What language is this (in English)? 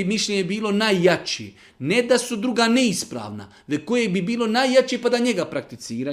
Bosnian